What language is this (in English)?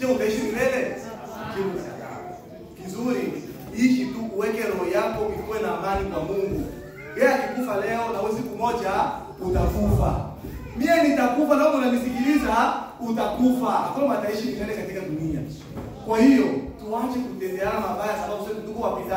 Swahili